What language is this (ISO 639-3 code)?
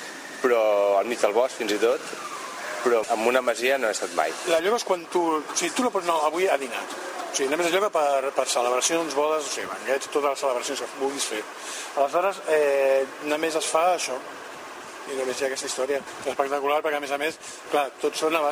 cat